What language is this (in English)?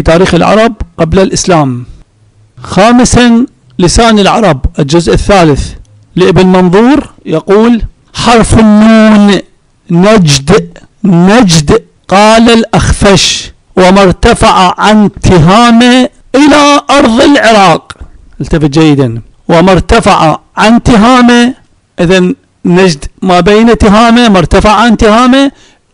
Arabic